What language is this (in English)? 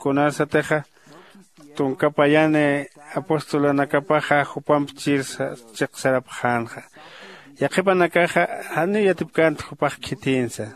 Aymara